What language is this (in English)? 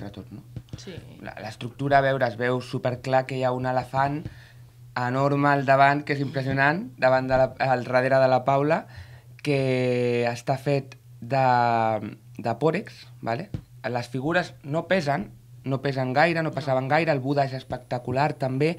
Catalan